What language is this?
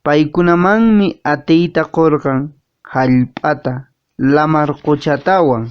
Quechua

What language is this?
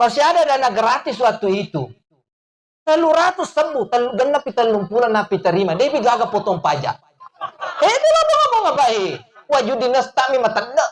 Buginese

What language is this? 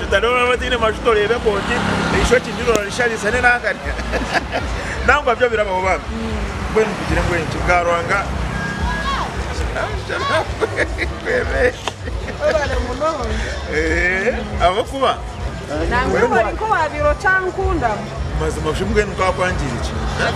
Kinyarwanda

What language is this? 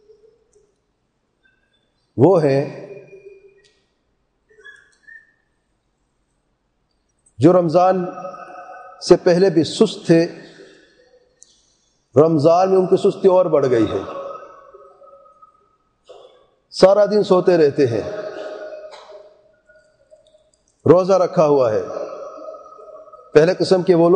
Urdu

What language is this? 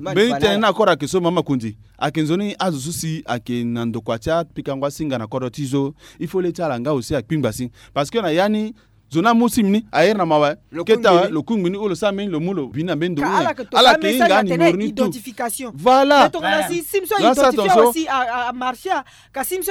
Sango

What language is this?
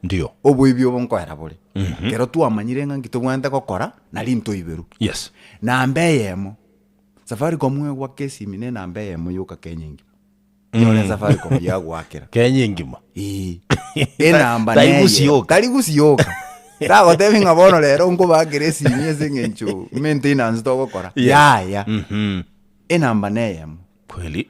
Gusii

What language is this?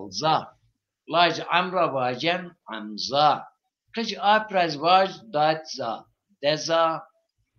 Zaza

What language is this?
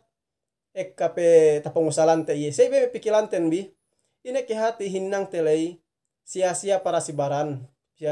Yakan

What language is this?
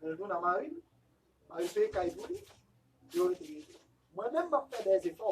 Haitian Creole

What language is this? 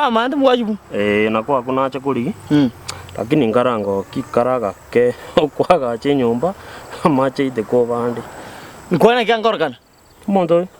Gusii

